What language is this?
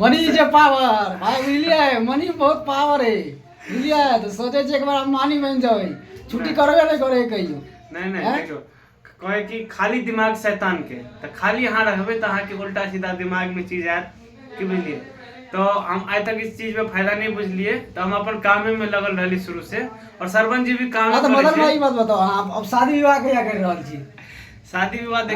Maithili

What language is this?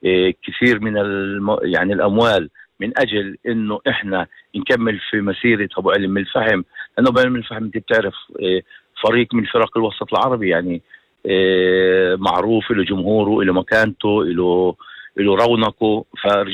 North Levantine Arabic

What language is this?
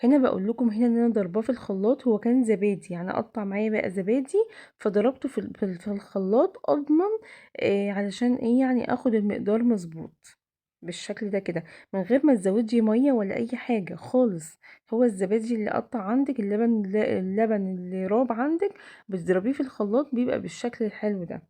Egyptian Arabic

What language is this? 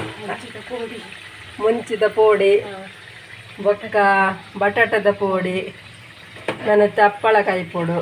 Tulu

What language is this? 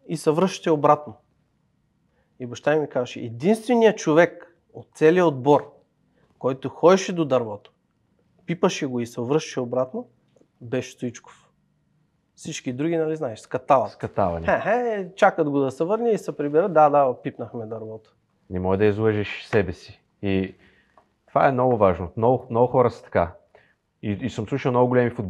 Bulgarian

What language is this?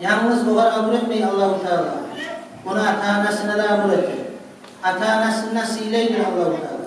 Kumyk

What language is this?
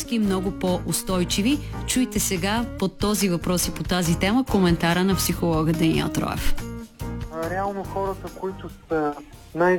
Bulgarian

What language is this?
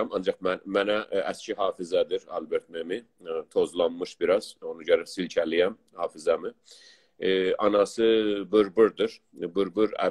South Azerbaijani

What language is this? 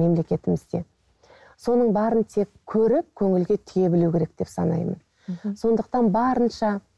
Kazakh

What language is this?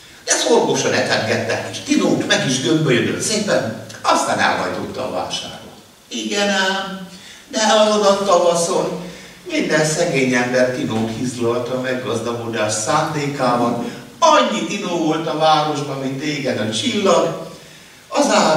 Hungarian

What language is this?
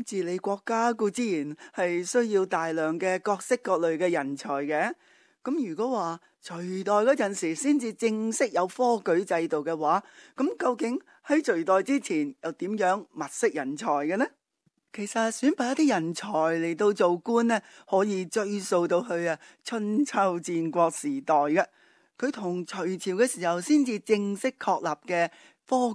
Cantonese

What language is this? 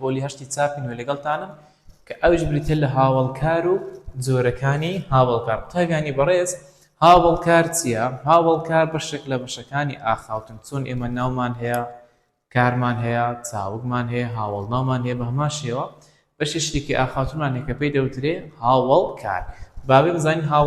Central Kurdish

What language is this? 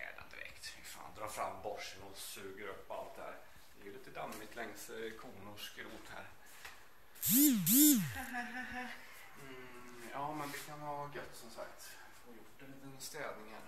Swedish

